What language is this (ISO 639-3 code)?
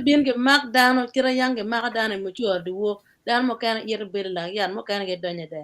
ach